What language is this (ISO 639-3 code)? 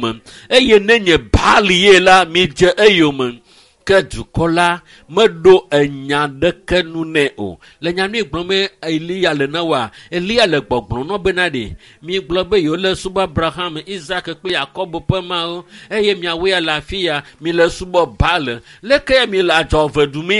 ewe